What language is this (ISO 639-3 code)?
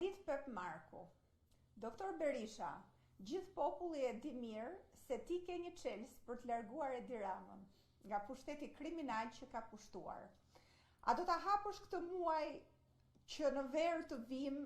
sqi